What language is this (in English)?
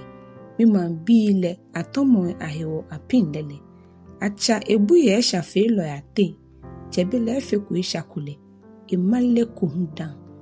Ga